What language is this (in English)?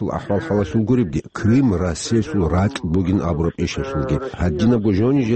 Avaric